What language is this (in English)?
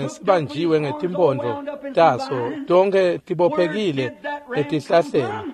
Swati